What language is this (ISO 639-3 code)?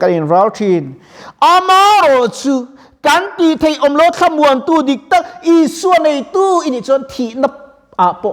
lus